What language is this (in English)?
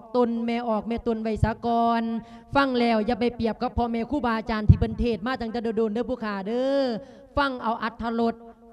Lao